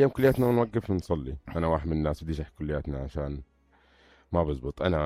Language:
North Levantine Arabic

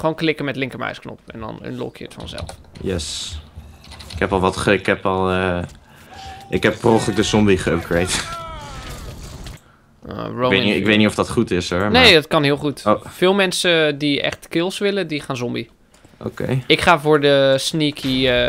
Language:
Dutch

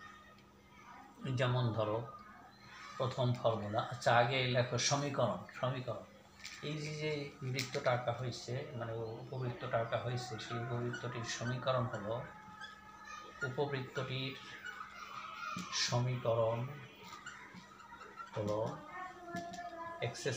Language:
Bangla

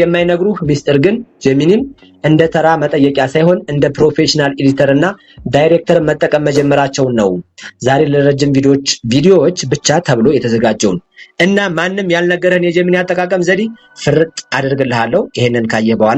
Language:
Amharic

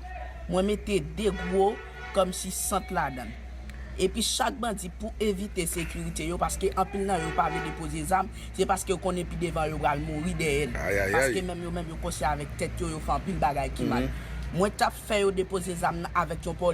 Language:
Haitian Creole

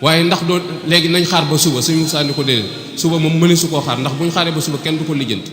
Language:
Wolof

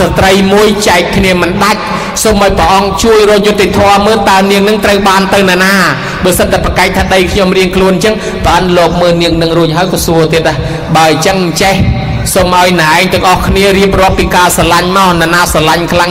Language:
Khmer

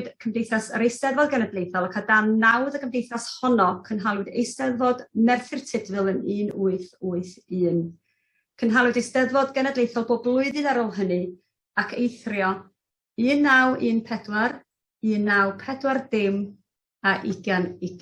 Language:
Welsh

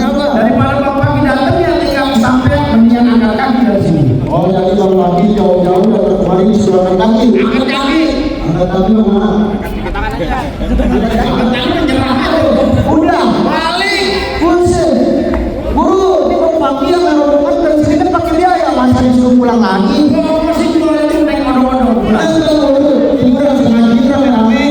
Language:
Betawi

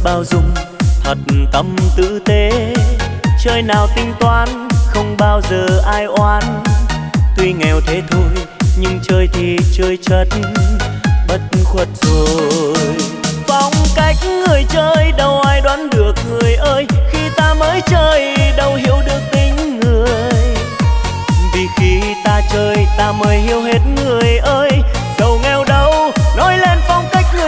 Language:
Vietnamese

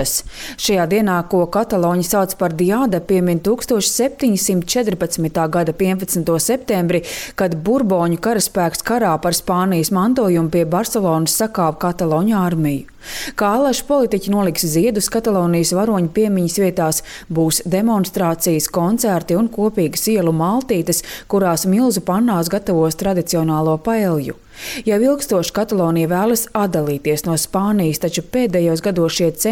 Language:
Latvian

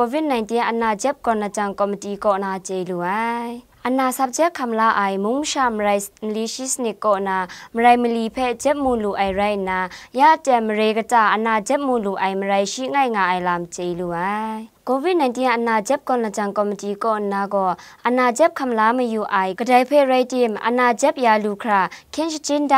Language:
Kachin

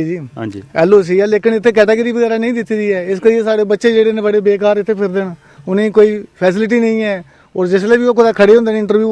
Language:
Dogri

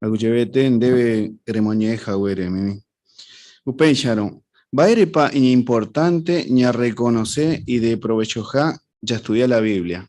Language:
Guarani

